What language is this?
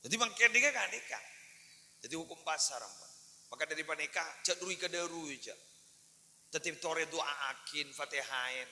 Madurese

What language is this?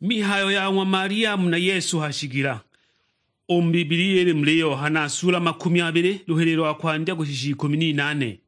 Sukuma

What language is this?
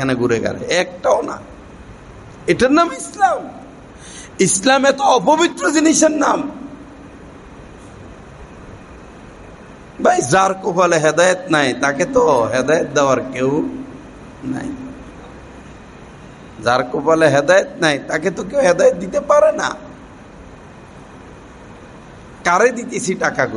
Bangla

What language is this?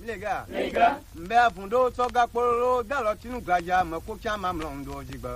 Gen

